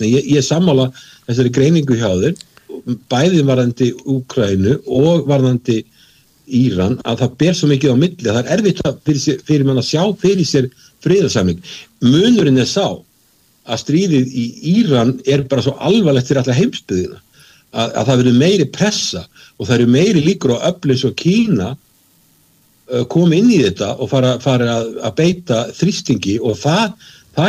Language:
Icelandic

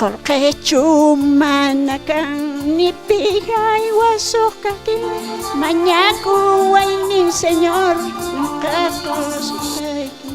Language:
South Bolivian Quechua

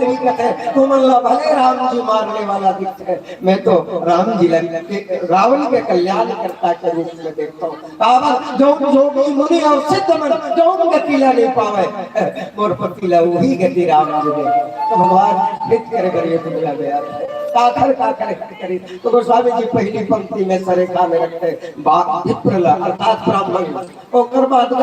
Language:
Chhattisgarhi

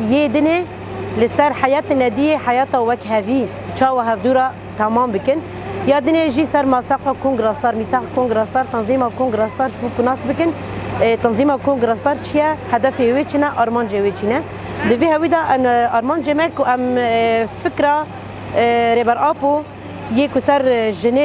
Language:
Kurdish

